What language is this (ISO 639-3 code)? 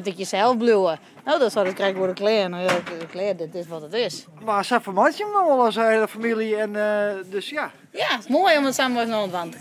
fry